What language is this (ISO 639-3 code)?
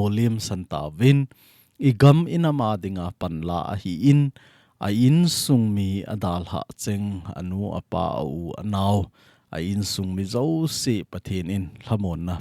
tcz